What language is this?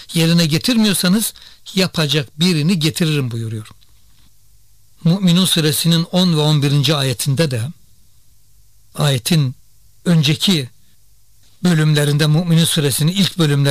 Turkish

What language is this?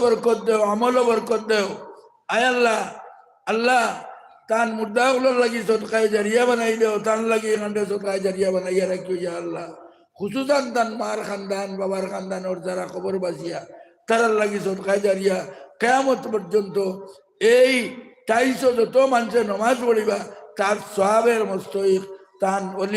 Sylheti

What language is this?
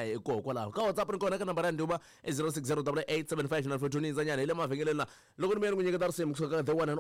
Tsonga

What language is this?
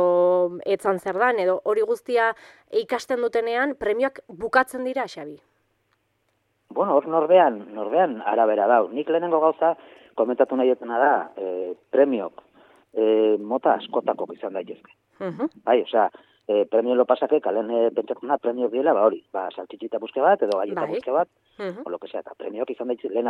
Basque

